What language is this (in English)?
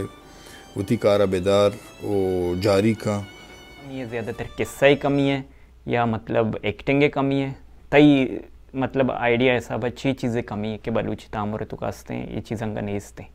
Baluchi